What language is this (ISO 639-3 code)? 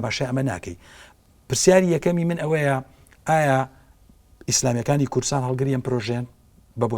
ckb